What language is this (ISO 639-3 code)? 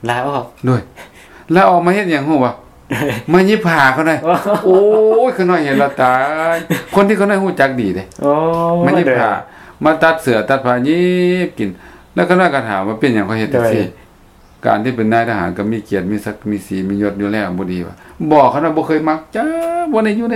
lao